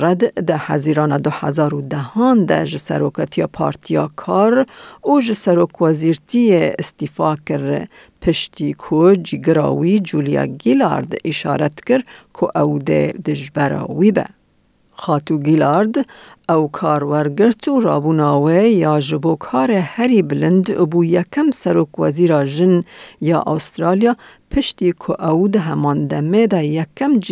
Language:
Kurdish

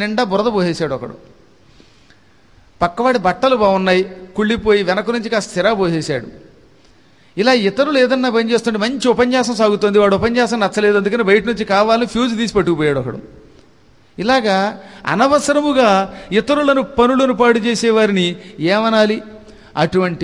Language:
Telugu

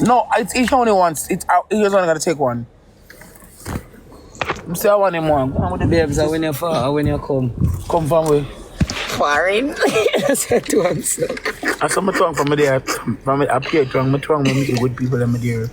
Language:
Jamaican Creole English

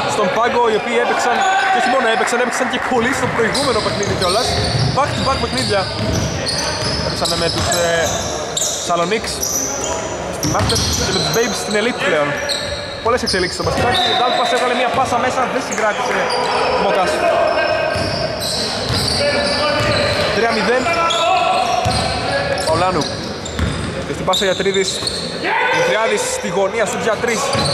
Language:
Greek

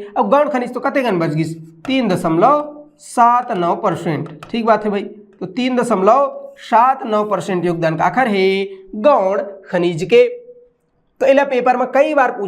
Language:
Chhattisgarhi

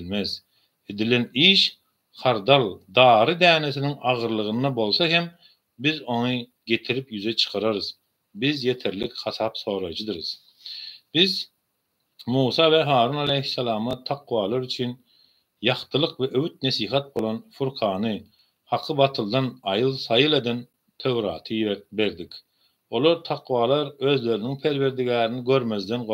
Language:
Turkmen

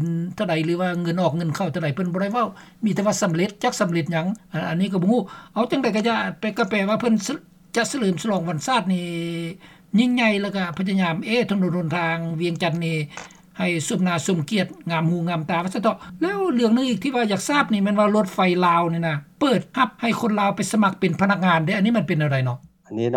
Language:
Lao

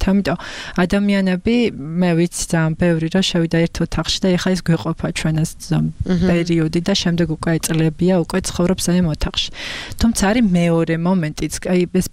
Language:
Georgian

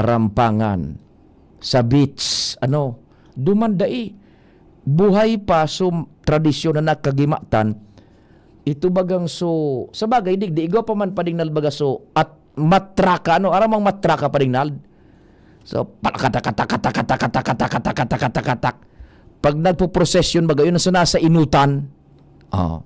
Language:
Bikol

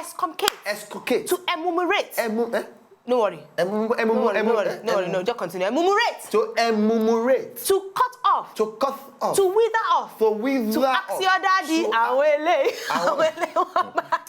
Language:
Nigerian Pidgin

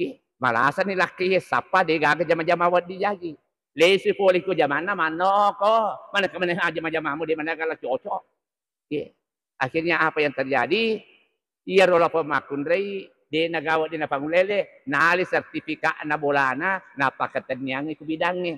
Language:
Buginese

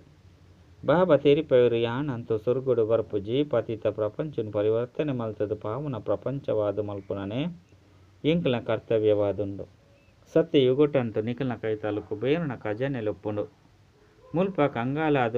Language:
Tulu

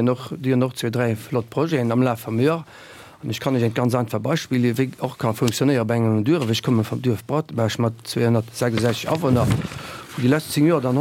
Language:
Luxembourgish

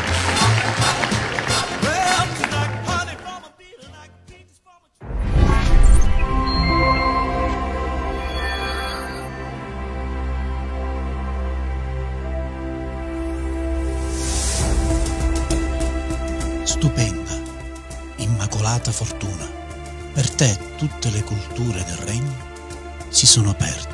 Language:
Italian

